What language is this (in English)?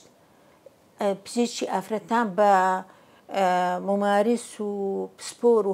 Central Kurdish